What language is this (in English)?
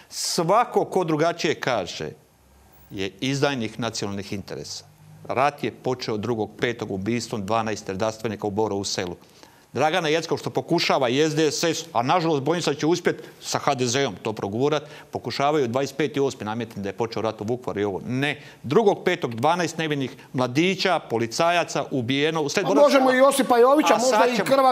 Croatian